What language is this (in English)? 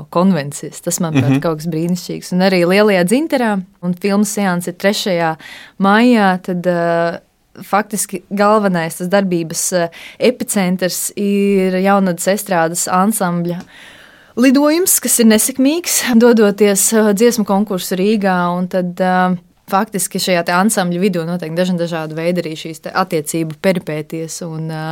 Latvian